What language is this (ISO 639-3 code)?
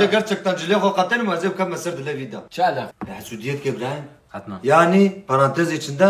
kur